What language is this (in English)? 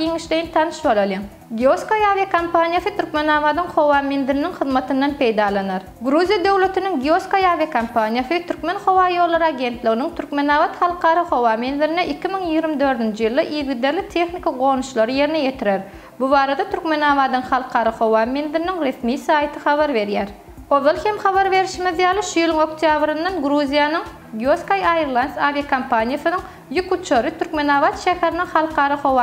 Turkmen